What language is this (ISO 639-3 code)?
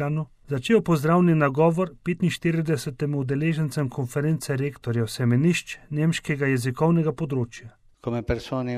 slv